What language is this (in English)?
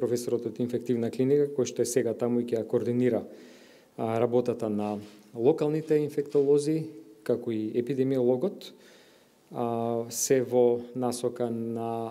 Macedonian